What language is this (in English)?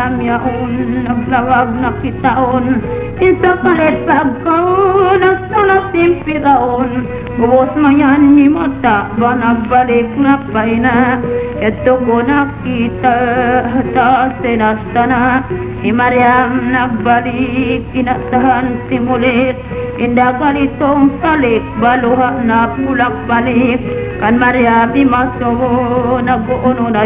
Tausug